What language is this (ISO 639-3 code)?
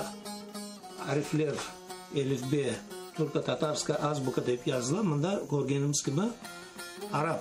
crh